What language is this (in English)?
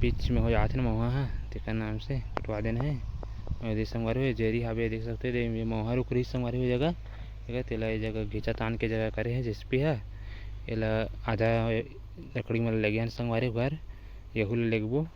Chhattisgarhi